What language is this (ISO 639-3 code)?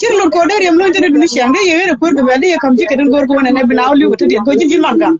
nus